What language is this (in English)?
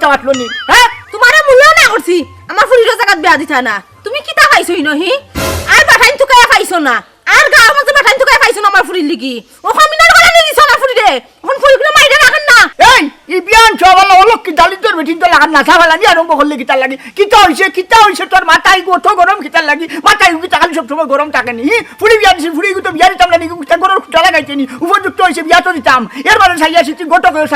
Sylheti